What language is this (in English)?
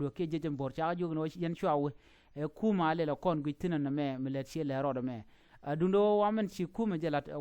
Nuer